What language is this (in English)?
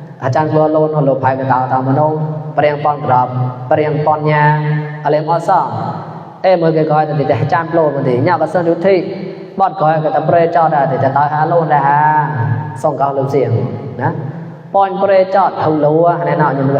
Mon